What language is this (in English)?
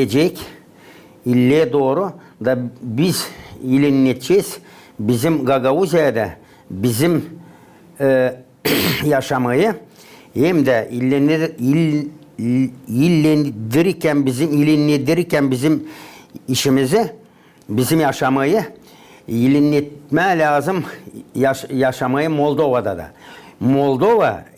Gagauz